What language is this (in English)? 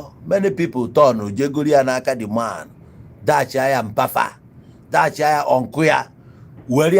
Igbo